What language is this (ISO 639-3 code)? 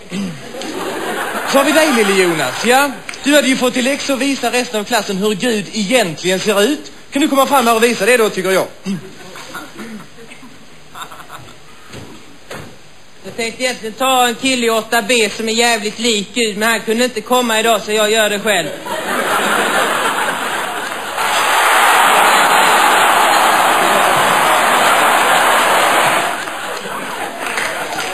swe